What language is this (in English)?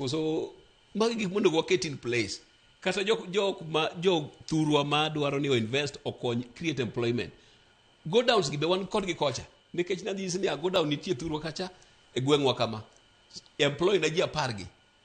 Luo (Kenya and Tanzania)